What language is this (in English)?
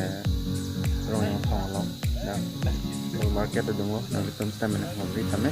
Karbi